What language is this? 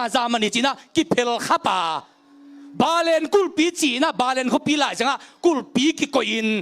Tedim Chin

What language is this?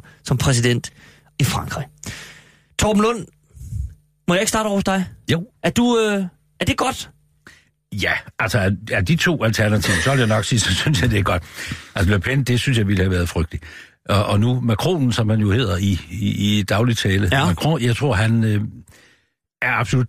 Danish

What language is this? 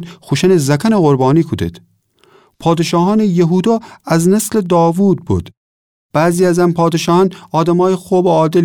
Gilaki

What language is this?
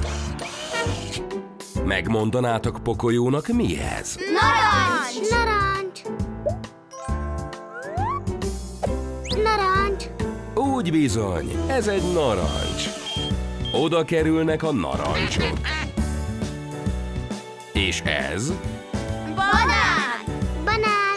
Hungarian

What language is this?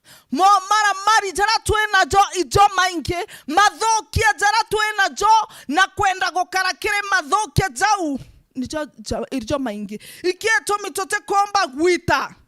Meru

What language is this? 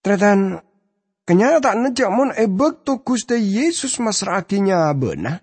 Madurese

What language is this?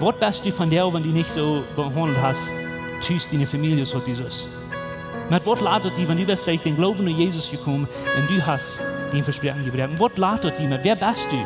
Plautdietsch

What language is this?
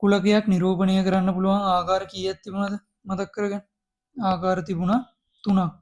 Sinhala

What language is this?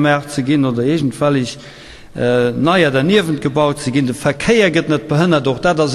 Luxembourgish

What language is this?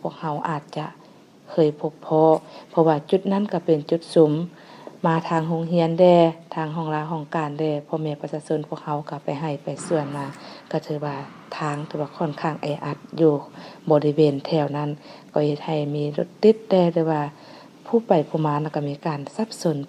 Lao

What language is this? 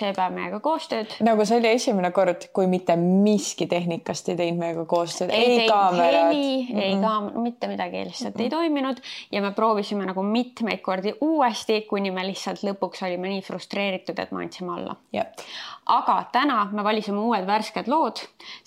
Estonian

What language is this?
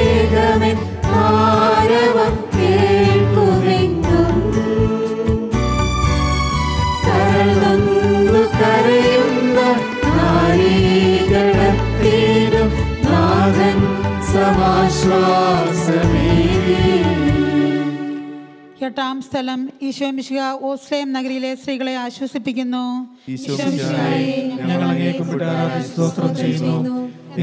Malayalam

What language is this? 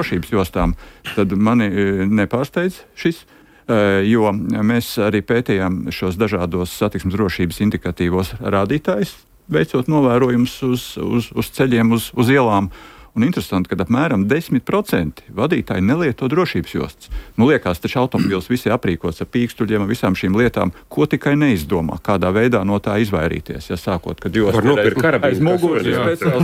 Latvian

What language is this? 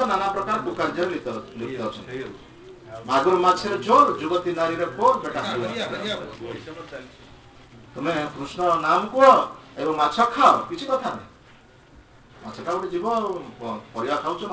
Odia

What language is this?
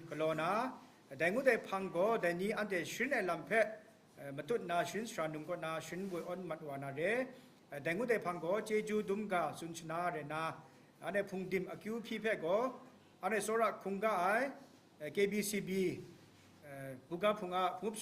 Kachin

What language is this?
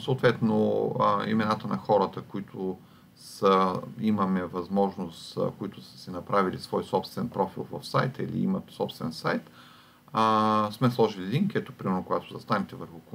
Bulgarian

